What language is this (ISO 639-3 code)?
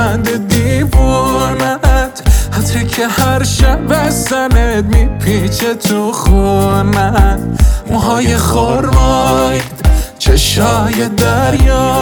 fas